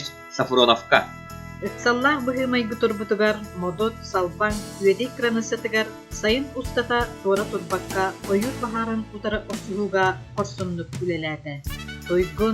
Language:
Yakut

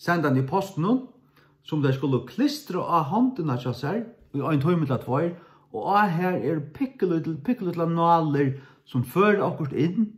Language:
Faroese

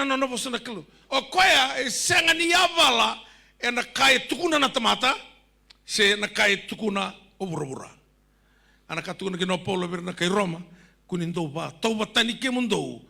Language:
Fijian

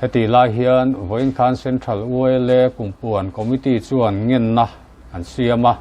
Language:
Mizo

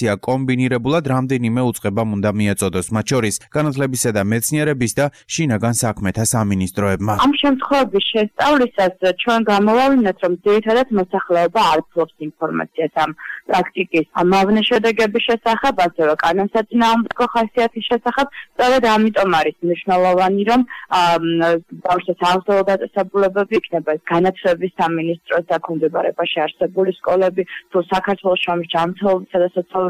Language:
Georgian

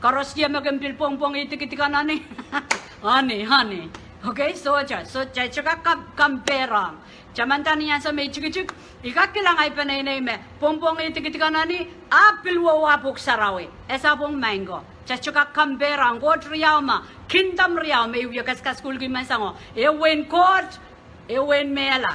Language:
Pohnpeian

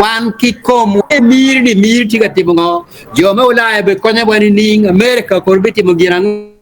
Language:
Acoli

